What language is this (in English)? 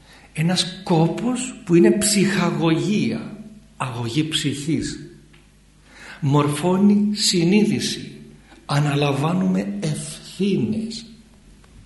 Greek